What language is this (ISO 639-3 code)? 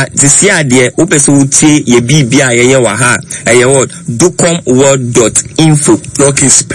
aka